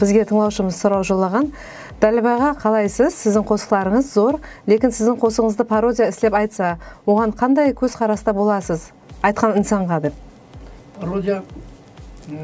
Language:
Kara-Kalpak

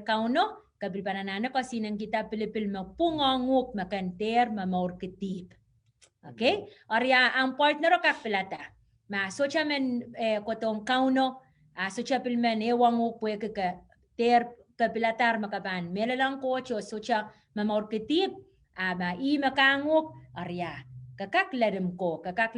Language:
Pohnpeian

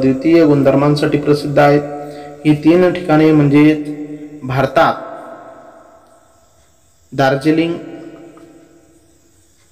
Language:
Marathi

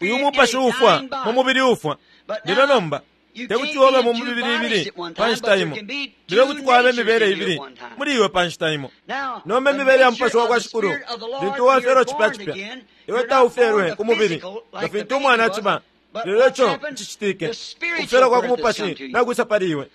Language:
Bemba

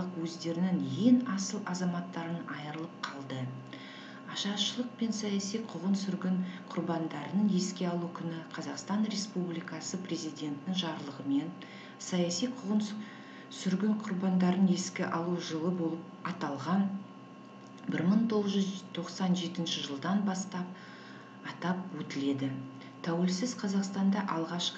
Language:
Kazakh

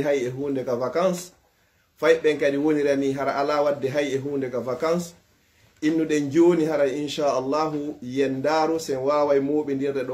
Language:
Pular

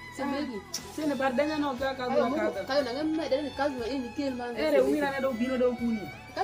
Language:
Alur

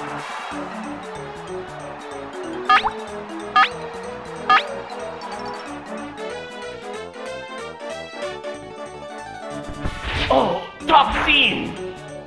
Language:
German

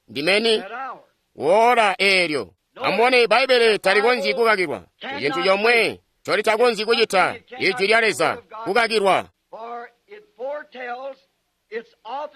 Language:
Tonga (Zambia)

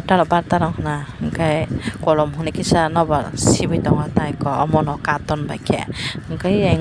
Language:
Kok Borok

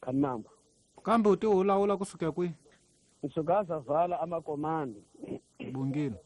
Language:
Tsonga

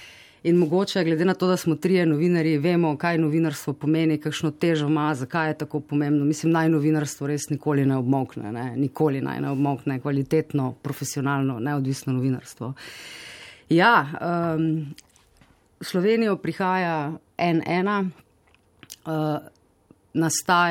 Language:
Slovenian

